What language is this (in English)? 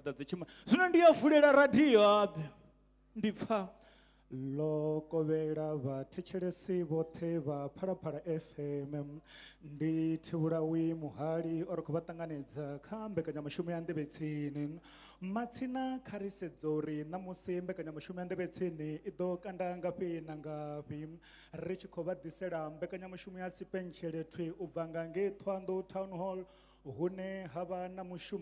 Venda